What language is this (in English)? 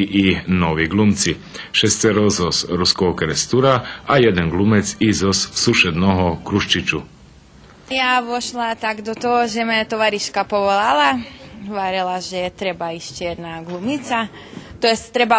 Rusyn